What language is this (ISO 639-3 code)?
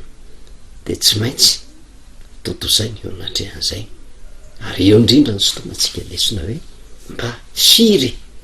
mlg